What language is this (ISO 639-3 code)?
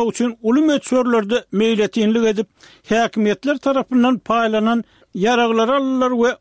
tuk